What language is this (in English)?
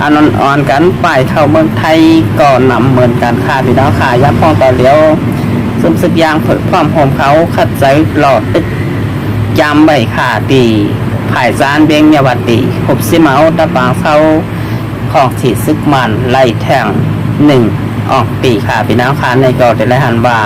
Shan